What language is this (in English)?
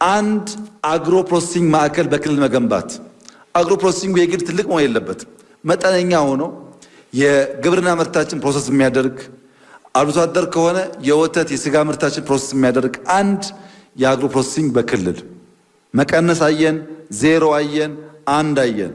Amharic